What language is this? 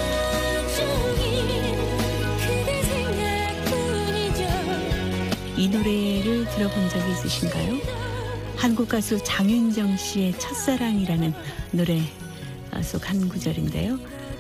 Korean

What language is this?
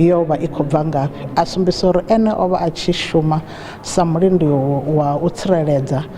Venda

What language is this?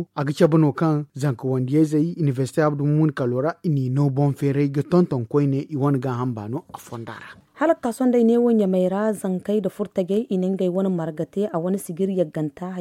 Zarma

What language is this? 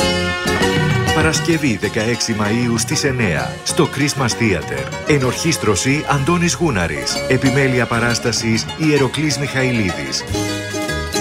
Greek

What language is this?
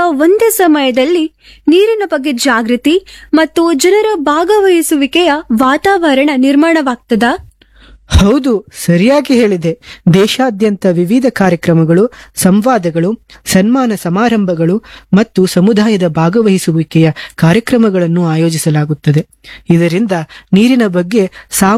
Kannada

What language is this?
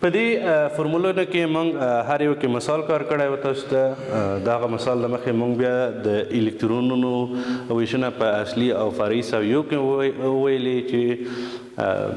Pashto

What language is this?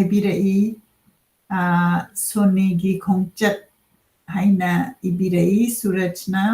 Manipuri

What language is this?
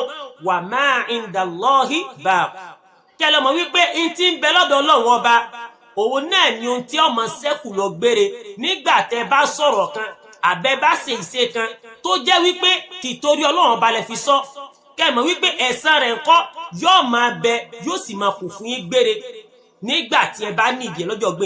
Yoruba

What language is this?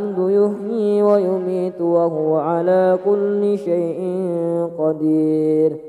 Arabic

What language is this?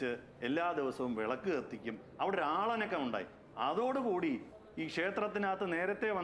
Malayalam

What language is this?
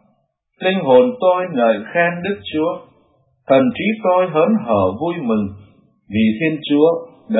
Vietnamese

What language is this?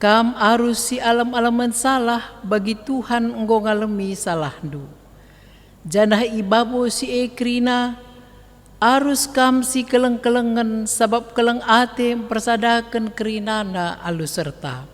Batak Karo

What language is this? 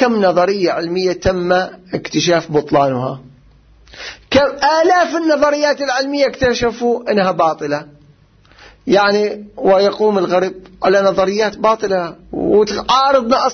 Arabic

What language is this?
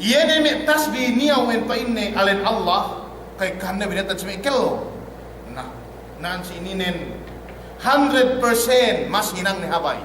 Yakan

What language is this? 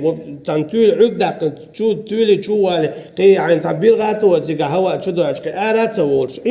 Chechen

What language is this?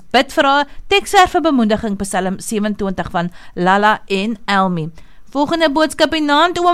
Afrikaans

